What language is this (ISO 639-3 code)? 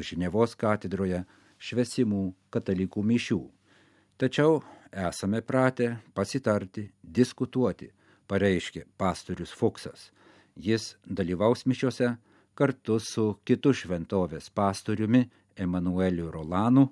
lit